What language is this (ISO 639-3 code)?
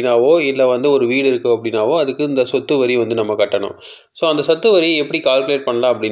tam